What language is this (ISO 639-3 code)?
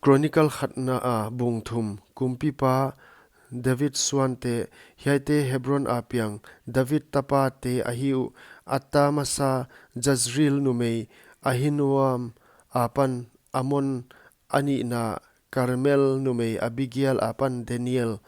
pck